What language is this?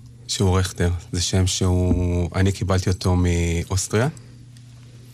Hebrew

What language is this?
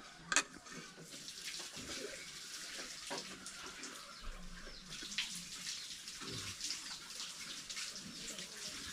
S'gaw Karen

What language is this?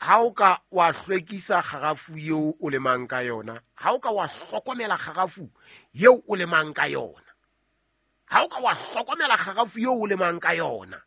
Southern Sotho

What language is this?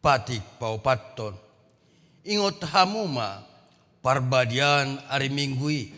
Batak Toba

